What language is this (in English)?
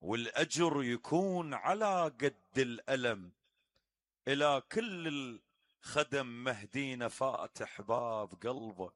Mesopotamian Arabic